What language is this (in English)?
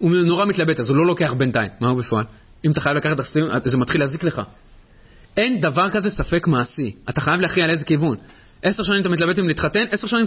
Hebrew